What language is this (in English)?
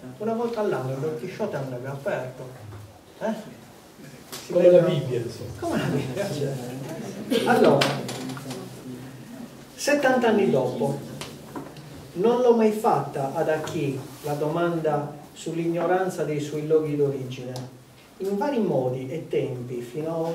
Italian